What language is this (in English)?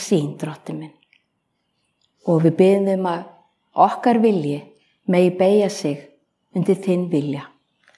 Icelandic